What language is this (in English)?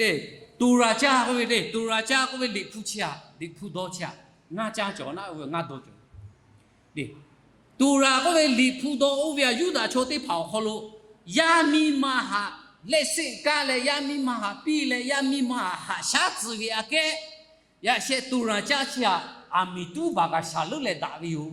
Lahu